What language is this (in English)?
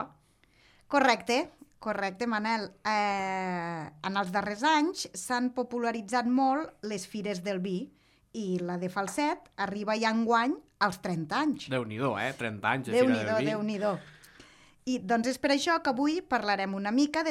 Catalan